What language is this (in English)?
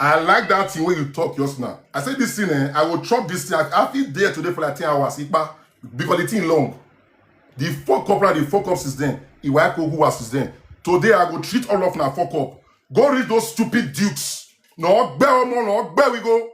Nigerian Pidgin